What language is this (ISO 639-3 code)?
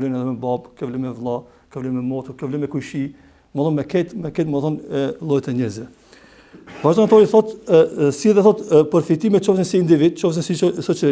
sqi